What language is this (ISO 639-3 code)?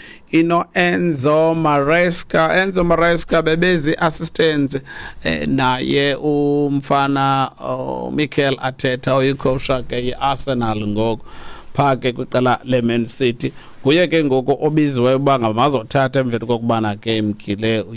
xho